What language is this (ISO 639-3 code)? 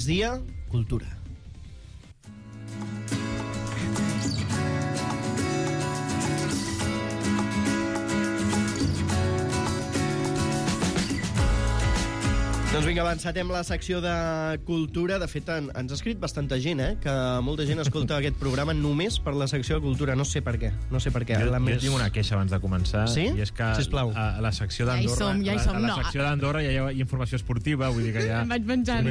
cat